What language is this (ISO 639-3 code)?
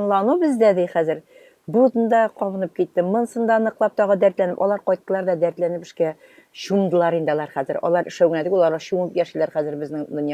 tat